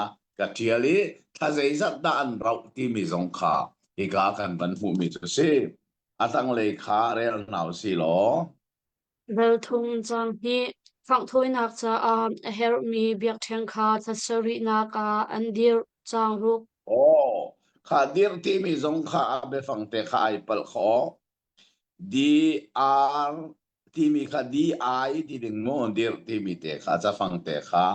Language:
Hakha Chin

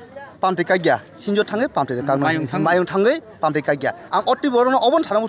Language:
Kok Borok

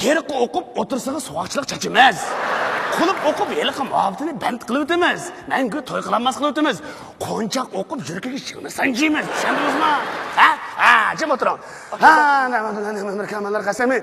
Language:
Uyghur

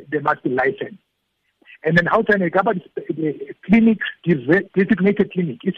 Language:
Tswana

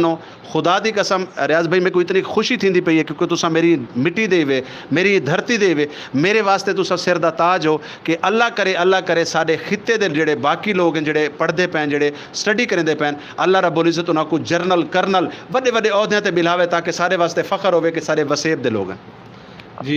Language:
Saraiki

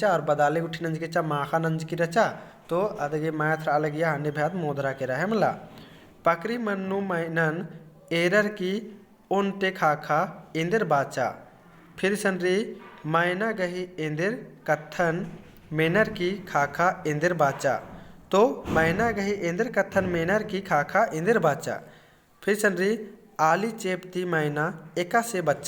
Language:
Kurukh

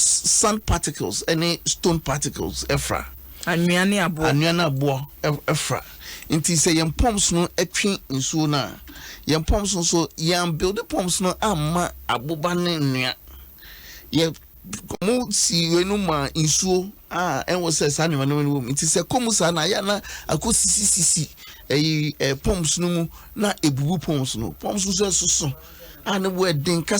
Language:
Akan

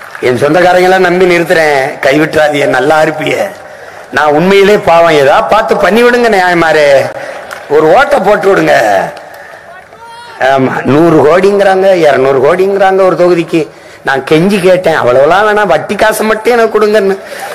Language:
Tamil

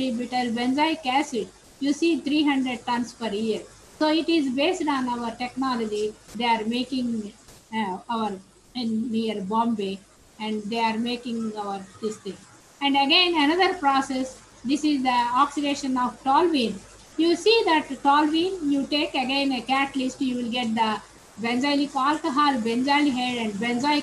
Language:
English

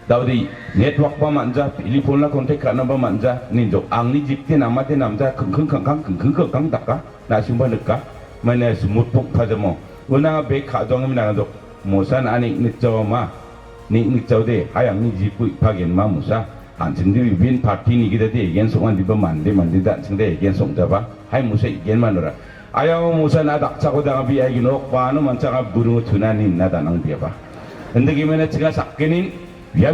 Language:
Garo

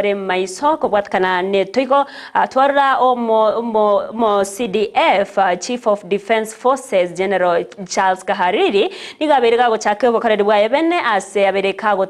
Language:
Gusii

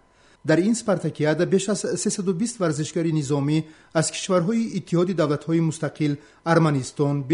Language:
Tajik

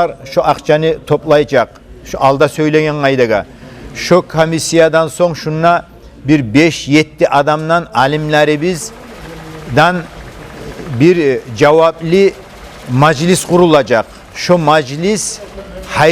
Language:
Kumyk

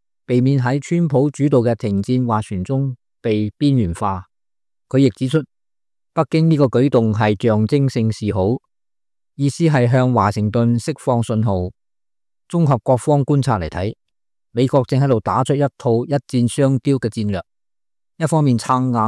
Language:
Cantonese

